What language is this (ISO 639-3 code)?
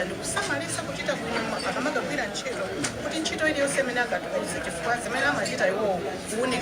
nya